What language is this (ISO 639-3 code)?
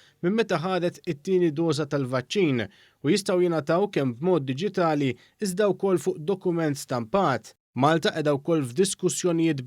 mlt